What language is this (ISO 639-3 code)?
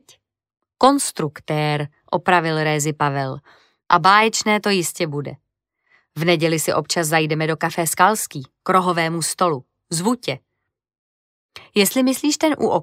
ces